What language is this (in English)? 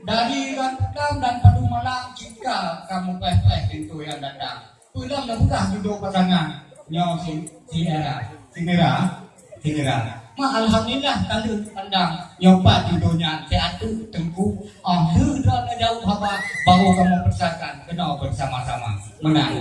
Achinese